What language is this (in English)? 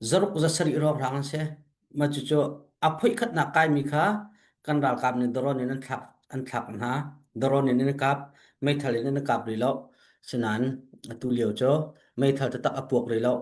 Hakha Chin